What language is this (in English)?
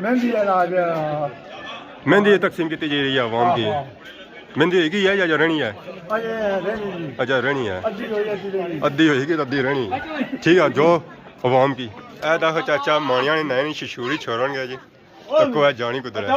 Pahari-Potwari